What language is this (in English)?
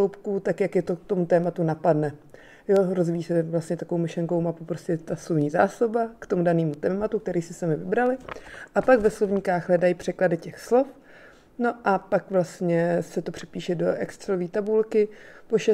Czech